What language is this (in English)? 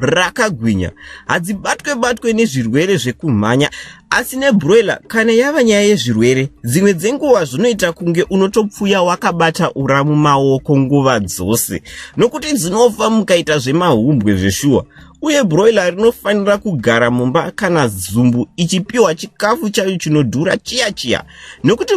Shona